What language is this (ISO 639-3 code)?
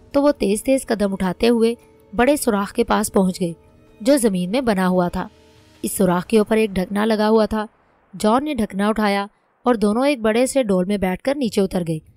urd